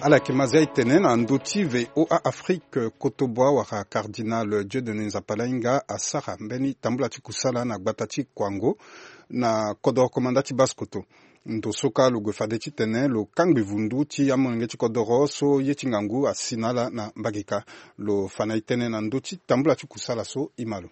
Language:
Sango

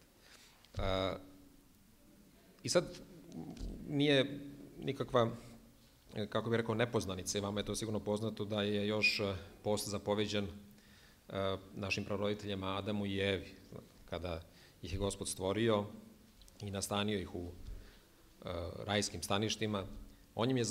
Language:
Serbian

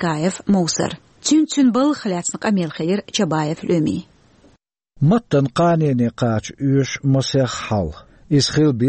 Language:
Chechen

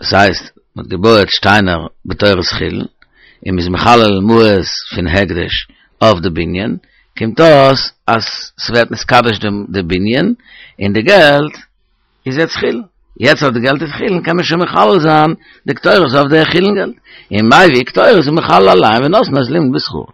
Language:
Yiddish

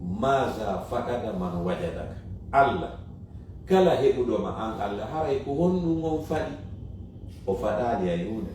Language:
Fula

